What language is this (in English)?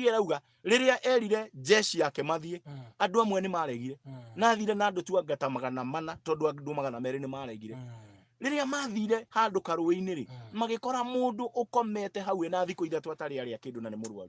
Kikuyu